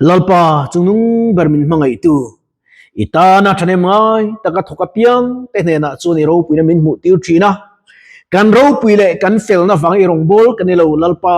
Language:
Mizo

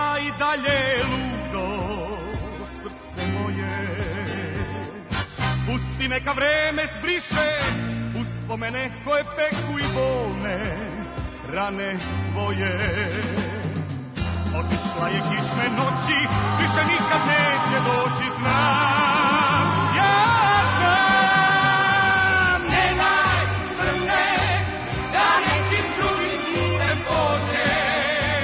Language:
Serbian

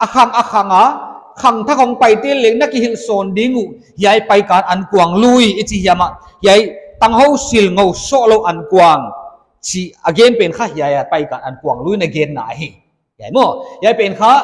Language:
Paite Chin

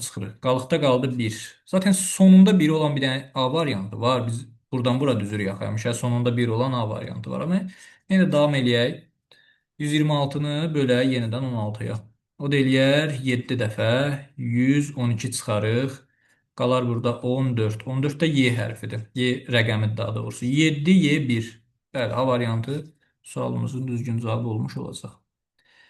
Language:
Azerbaijani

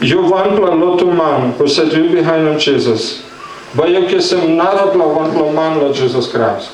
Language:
Tok Pisin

